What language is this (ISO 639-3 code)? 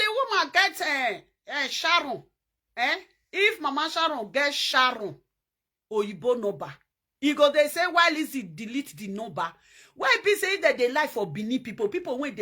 pcm